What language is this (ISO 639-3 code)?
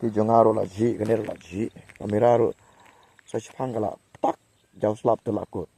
kha